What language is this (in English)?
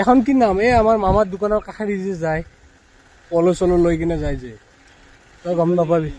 Assamese